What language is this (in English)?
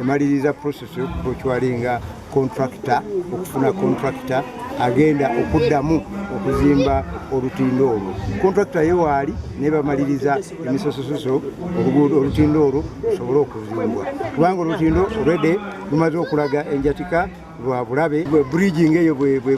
Ganda